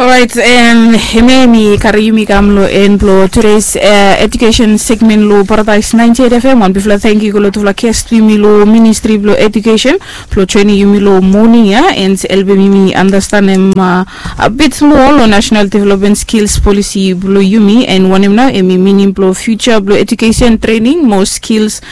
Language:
Bislama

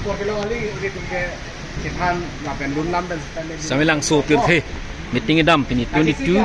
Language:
Karbi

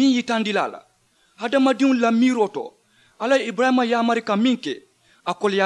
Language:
Mandingo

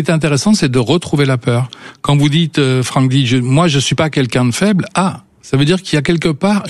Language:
French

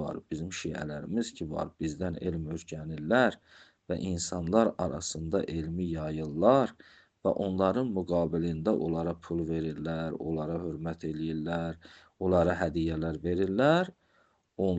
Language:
Azerbaijani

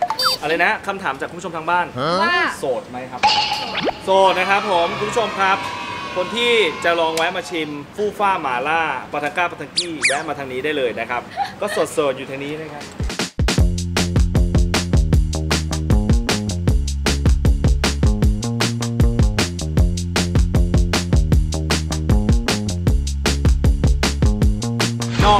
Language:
Thai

